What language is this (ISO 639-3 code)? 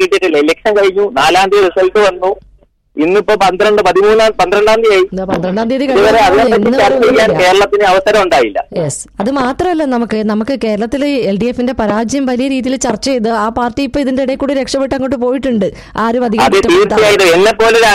mal